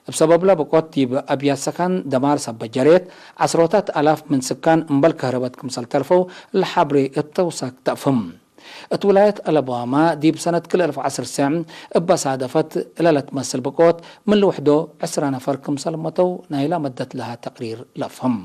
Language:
Tigre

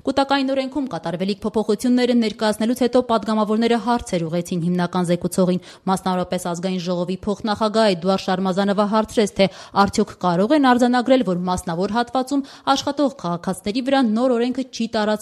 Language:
Armenian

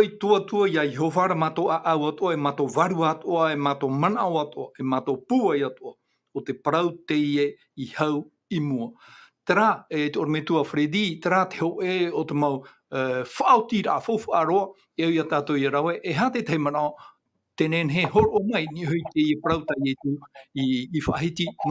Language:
Tahitian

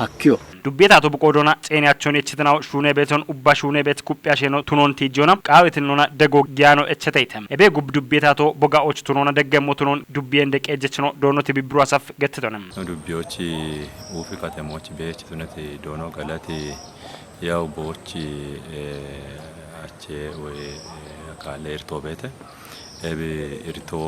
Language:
Kafa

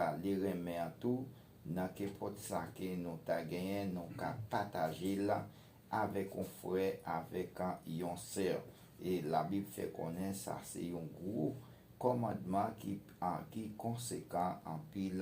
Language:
Haitian Creole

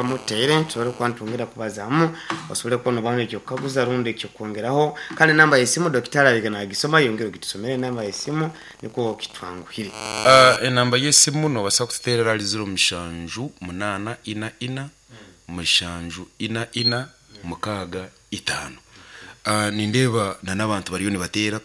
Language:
Nyankole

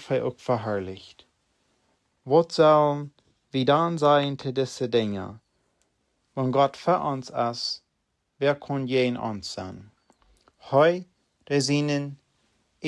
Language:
Plautdietsch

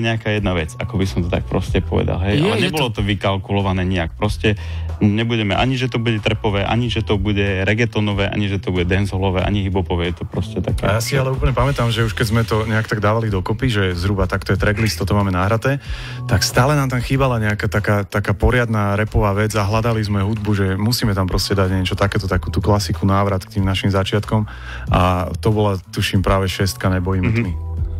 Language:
Slovak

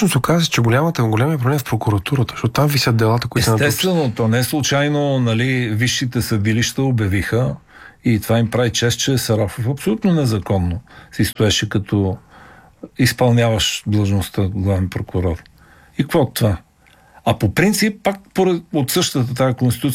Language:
Bulgarian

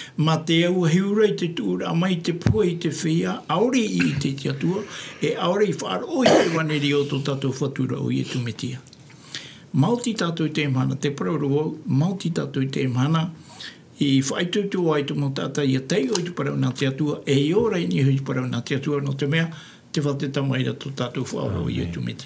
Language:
Tahitian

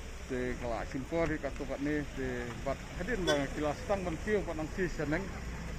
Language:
Khasi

